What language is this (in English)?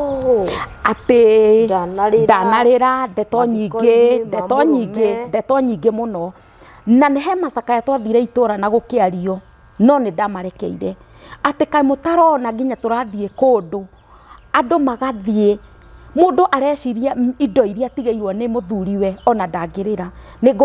Kikuyu